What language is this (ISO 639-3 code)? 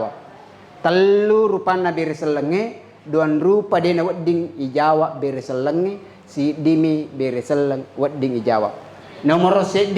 bug